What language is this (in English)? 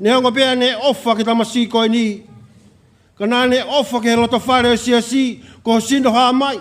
Tongan